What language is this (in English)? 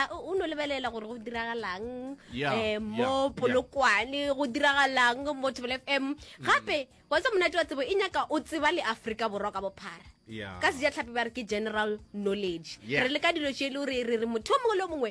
Northern Sotho